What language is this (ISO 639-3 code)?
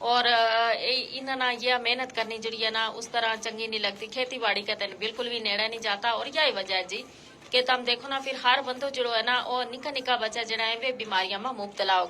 gju